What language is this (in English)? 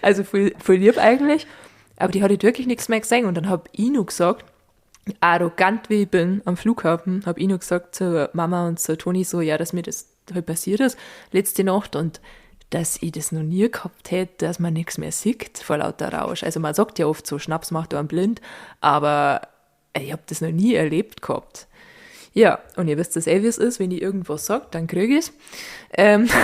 Bavarian